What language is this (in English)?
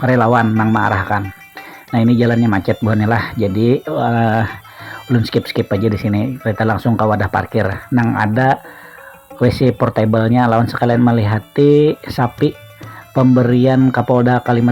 Banjar